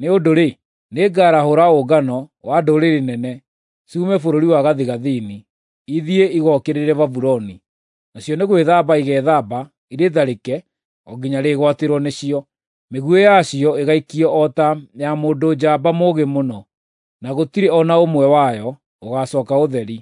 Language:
Kikuyu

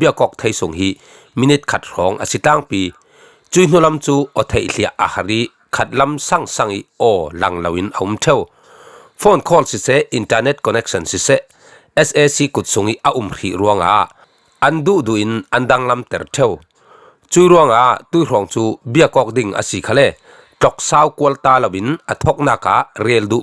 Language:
Falam Chin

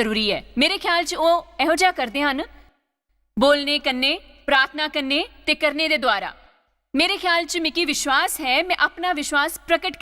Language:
Dogri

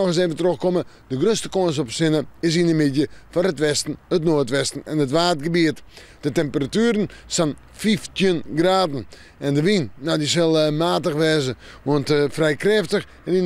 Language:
Western Frisian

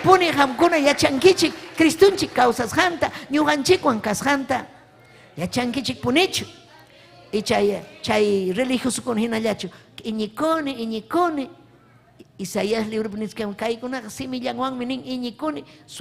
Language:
Ayacucho Quechua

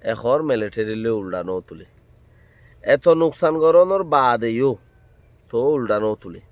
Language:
Rohingya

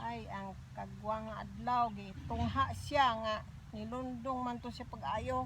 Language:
Cebuano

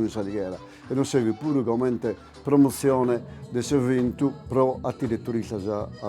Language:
Sardinian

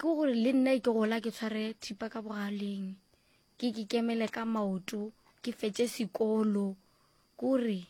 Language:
Northern Sotho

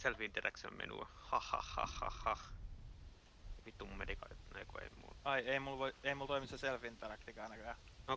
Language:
Finnish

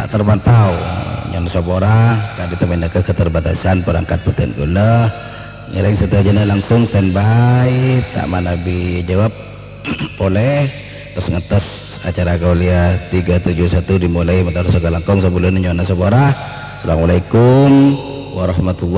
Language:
Madurese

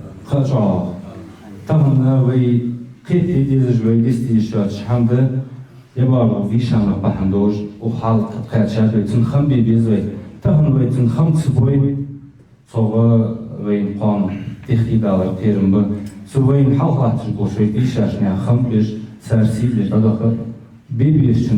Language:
Ingush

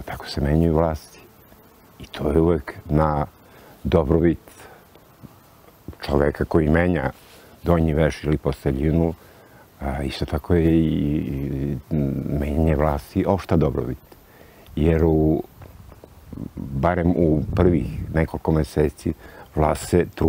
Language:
Serbian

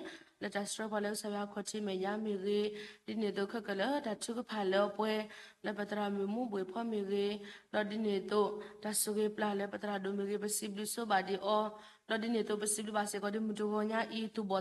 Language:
S'gaw Karen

